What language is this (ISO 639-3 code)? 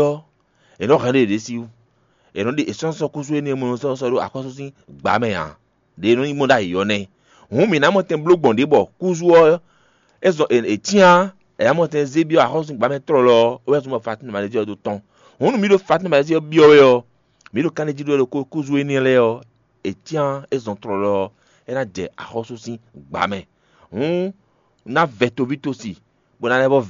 fon